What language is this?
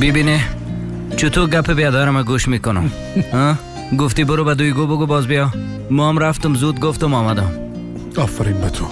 Persian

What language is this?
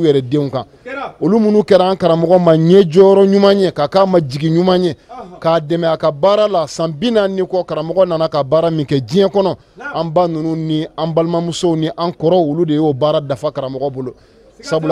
Bambara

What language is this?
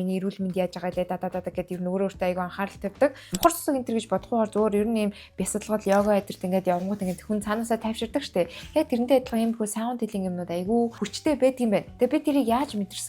Mongolian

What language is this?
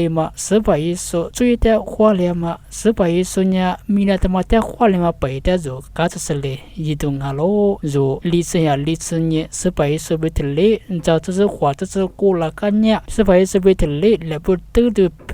Lisu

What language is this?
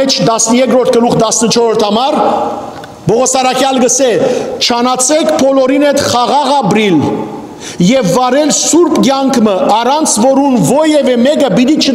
Western Armenian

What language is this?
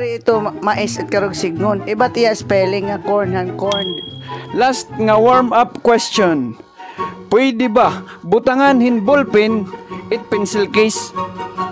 Waray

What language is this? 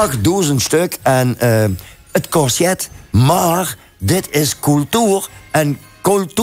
Limburgish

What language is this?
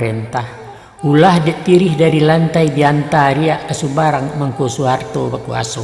Minangkabau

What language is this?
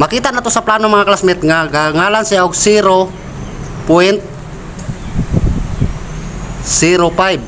Cebuano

